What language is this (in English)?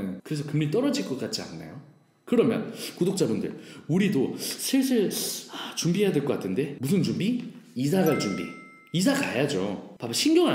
Korean